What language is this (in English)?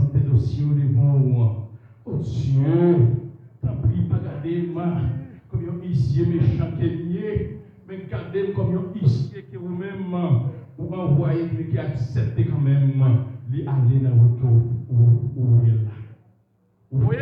Haitian Creole